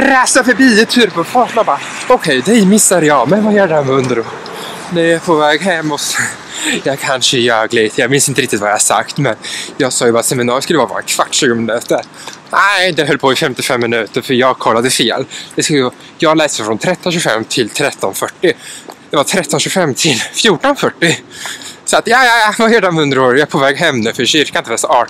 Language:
Swedish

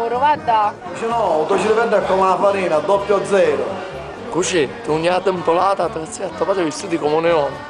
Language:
Sicilian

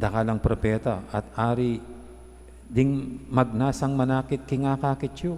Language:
Pampanga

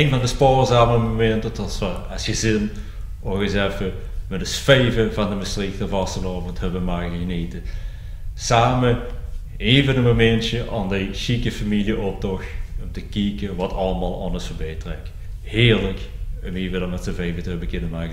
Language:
Limburgish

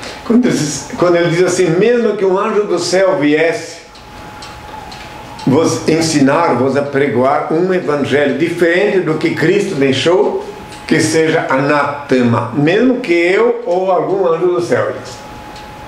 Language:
Portuguese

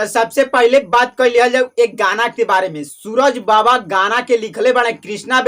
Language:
Bhojpuri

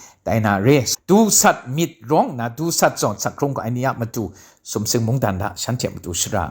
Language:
Kachin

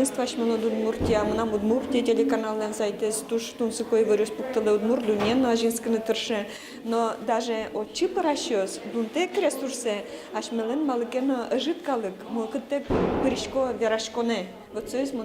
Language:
Udmurt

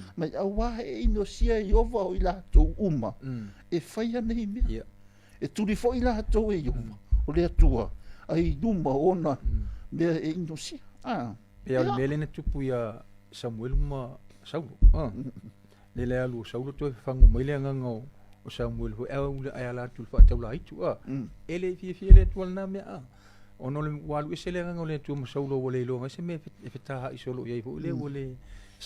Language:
Samoan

